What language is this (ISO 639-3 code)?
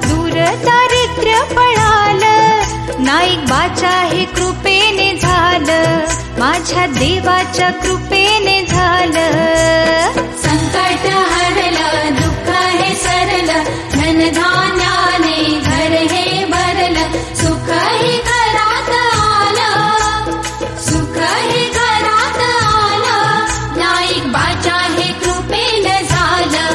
mar